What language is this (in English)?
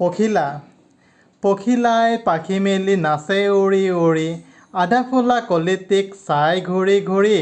Assamese